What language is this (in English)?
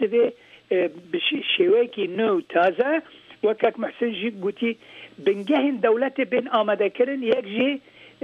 Kurdish